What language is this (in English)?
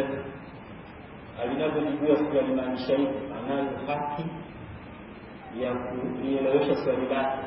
Swahili